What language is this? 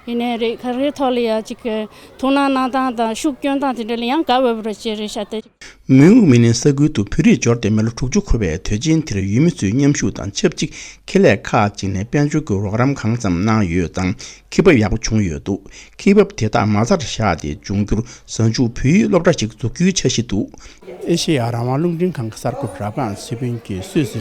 Tibetan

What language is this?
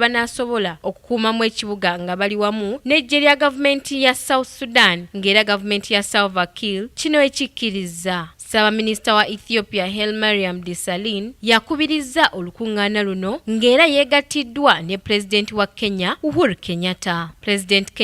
Ganda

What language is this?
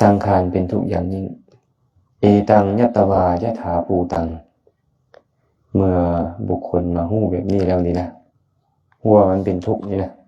Lao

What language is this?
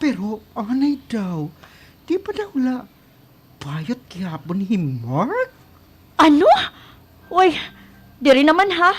Waray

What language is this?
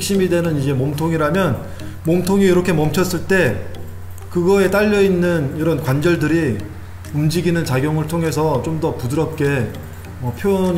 Korean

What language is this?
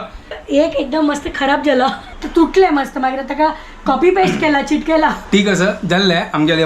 Konkani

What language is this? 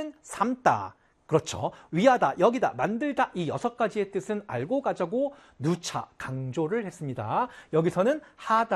Korean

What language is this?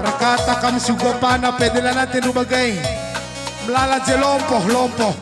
Batak Karo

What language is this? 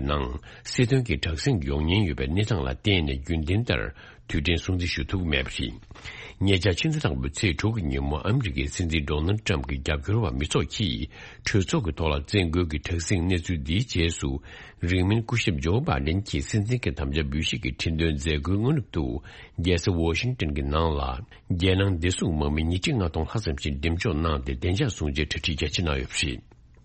Tibetan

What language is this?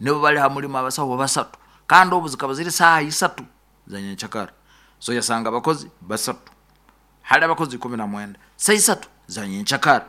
Nyoro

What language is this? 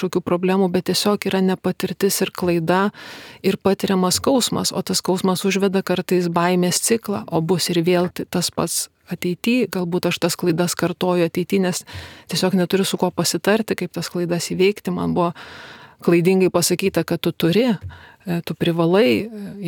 Lithuanian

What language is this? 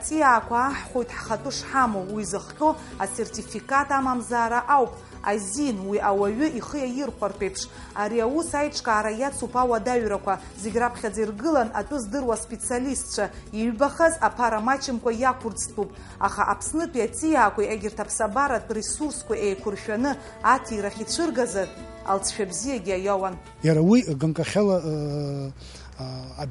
Abkhazian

